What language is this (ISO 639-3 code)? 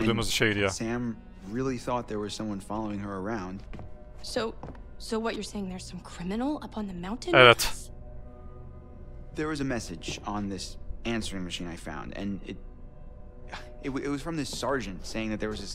tur